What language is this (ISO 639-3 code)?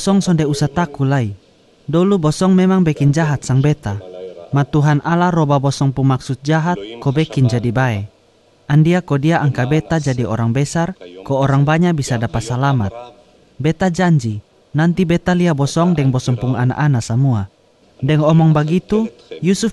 mkn